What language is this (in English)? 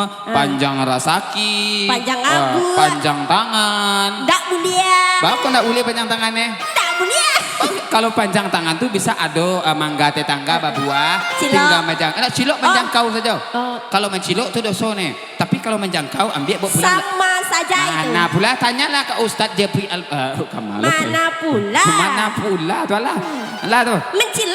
Minangkabau